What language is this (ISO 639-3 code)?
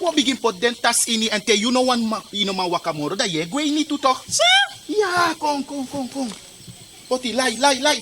srn